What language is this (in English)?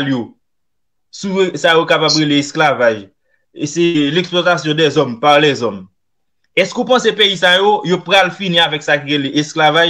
Haitian Creole